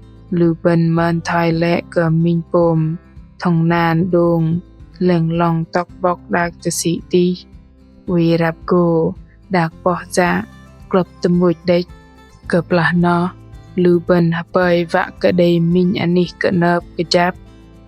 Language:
Bahnar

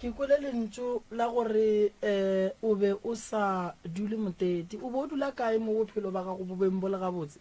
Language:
Northern Sotho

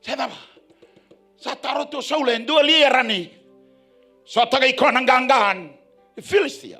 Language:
Fijian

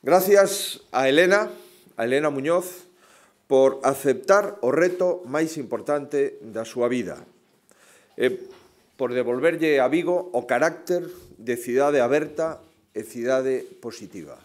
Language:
Galician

